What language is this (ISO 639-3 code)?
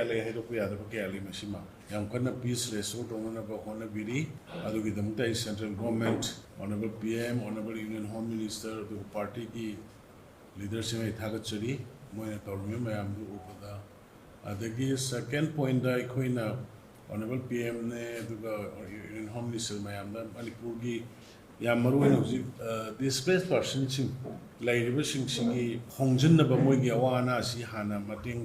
mni